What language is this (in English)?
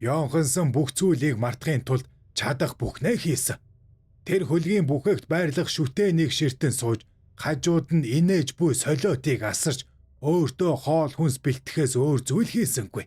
Mongolian